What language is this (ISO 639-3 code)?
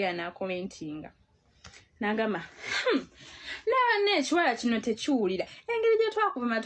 lug